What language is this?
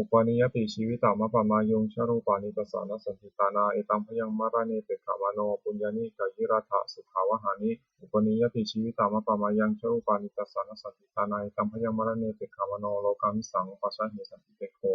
Pali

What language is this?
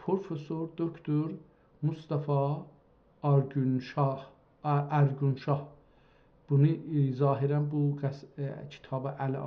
South Azerbaijani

